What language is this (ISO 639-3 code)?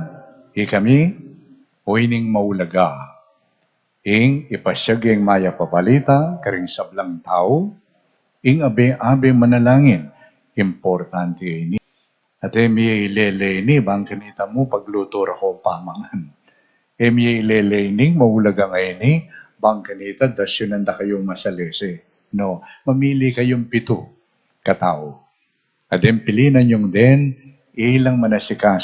pam